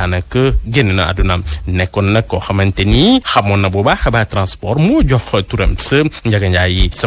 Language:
Wolof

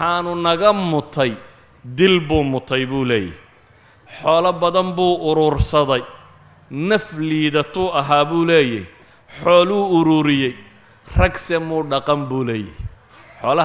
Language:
Somali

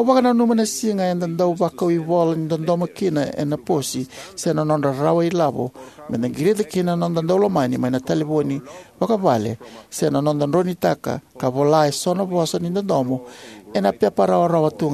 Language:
Fijian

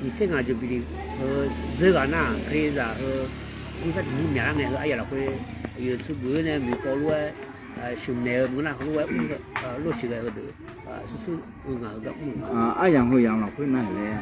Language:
Akha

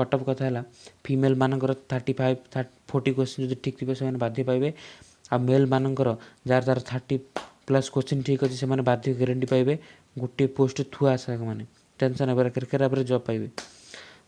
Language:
Odia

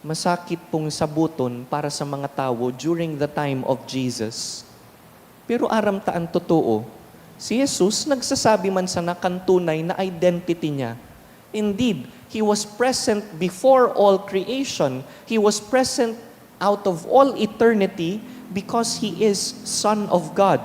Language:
Bikol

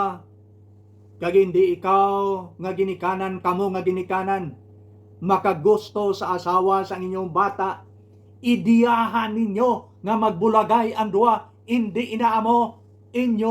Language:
Hiligaynon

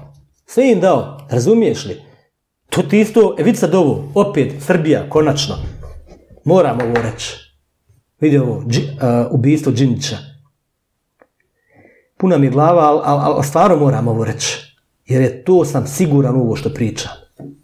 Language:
Bosnian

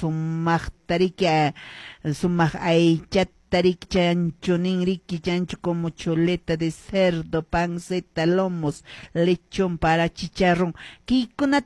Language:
Quechua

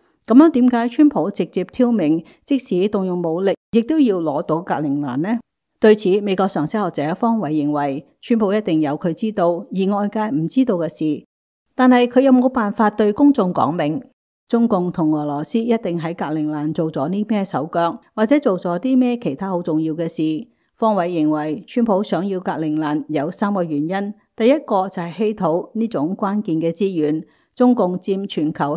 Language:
Cantonese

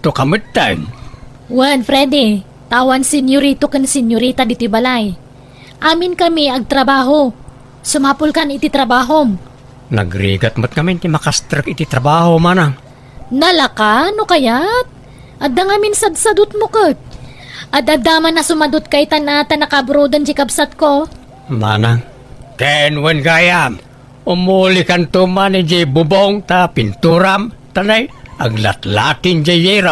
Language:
Iloko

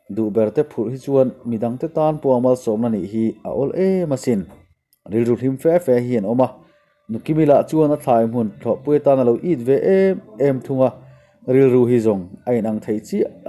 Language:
Mizo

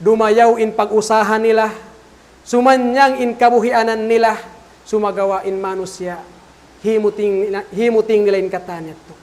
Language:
Tausug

